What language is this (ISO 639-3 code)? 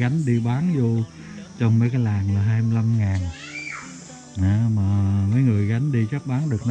vie